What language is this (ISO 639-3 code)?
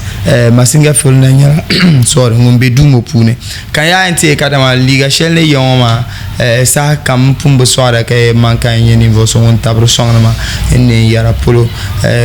dag